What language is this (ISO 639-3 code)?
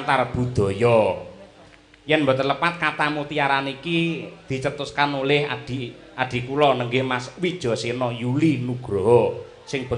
jav